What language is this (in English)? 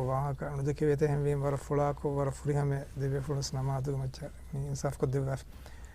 Divehi